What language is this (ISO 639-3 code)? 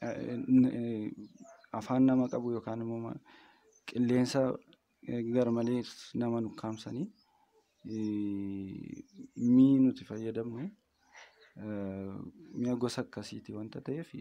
orm